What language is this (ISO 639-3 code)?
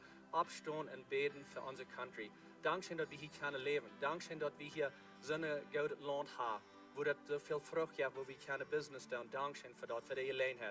pdt